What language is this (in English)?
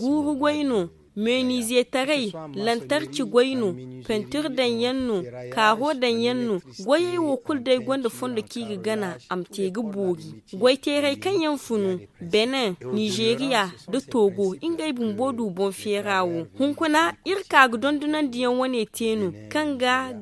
Zarma